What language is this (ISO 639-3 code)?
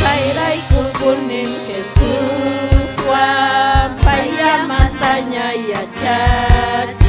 quy